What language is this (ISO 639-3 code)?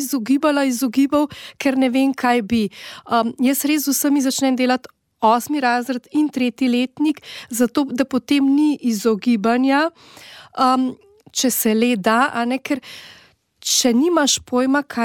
slv